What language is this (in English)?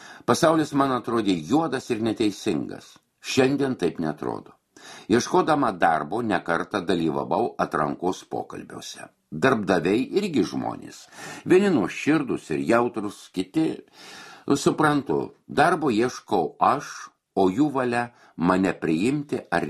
Lithuanian